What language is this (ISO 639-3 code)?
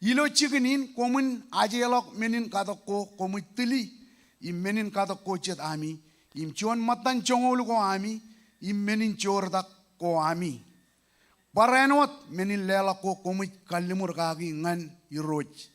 mah